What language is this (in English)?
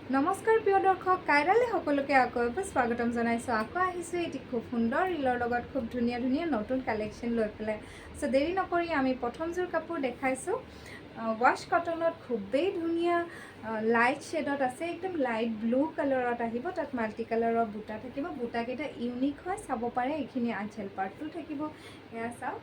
Assamese